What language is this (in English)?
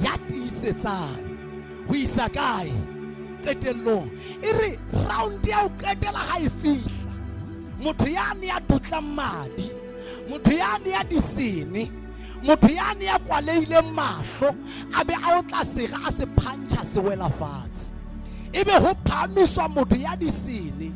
Southern Sotho